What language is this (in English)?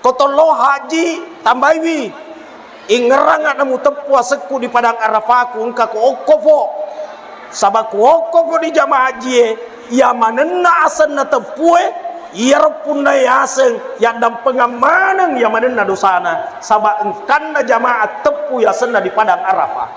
Buginese